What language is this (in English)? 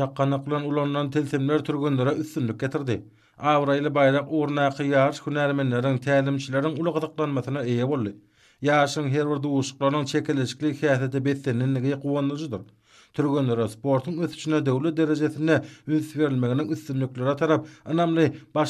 Turkmen